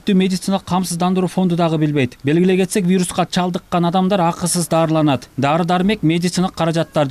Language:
Kyrgyz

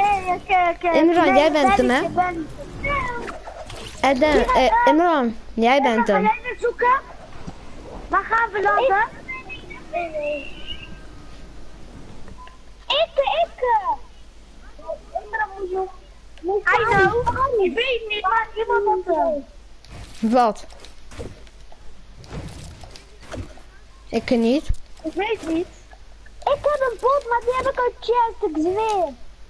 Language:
Dutch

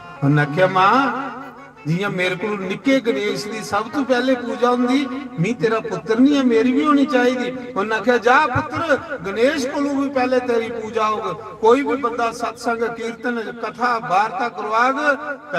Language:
Dogri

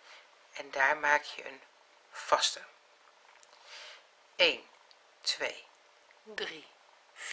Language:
Dutch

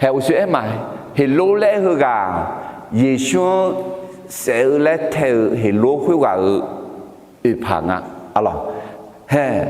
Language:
Akha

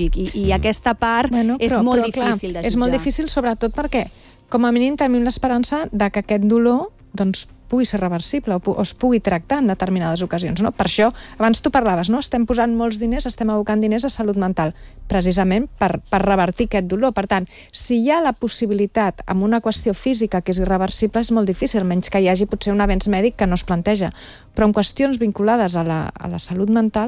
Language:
Catalan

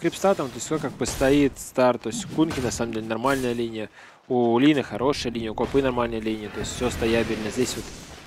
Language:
Russian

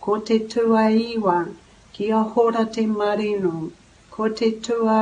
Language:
Māori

